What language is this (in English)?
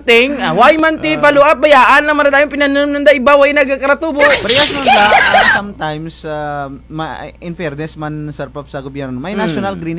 Kinaray-a